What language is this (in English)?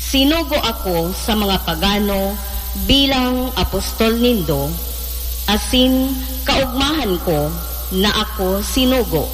Bikol